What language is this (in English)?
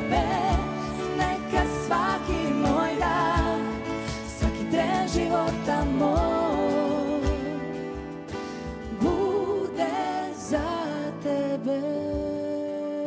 Croatian